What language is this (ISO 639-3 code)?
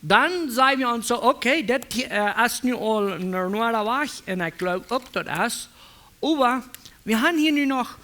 pdt